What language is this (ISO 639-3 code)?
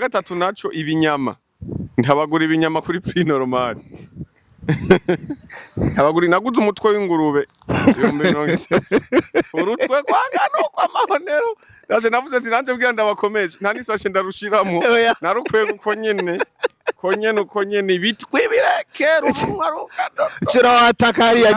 run